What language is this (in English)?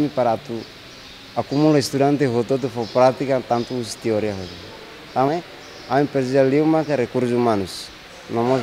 Tetum